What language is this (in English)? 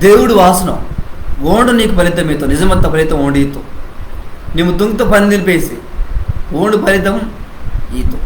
Koya